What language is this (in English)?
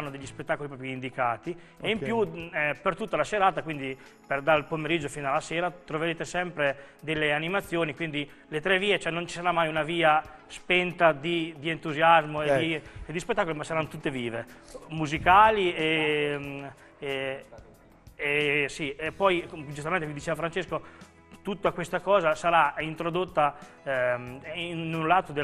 Italian